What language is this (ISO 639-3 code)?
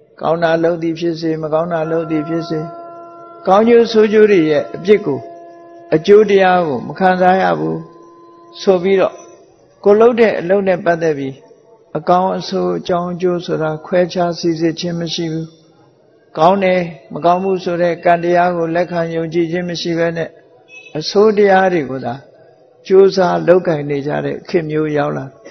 mya